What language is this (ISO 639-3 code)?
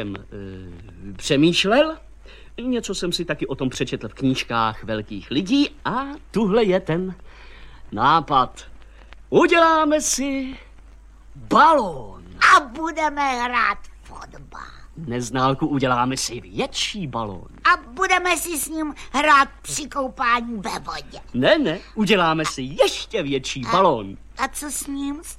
ces